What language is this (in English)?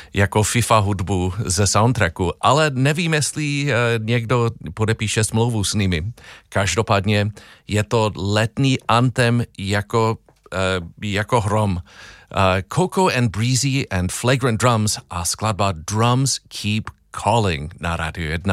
Czech